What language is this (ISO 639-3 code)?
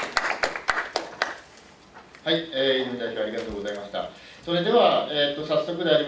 jpn